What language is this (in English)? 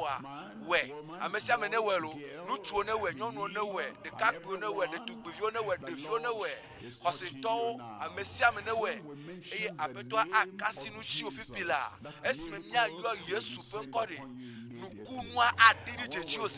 Ewe